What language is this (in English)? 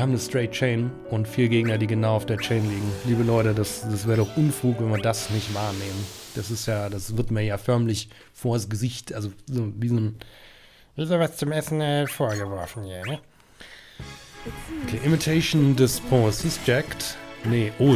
German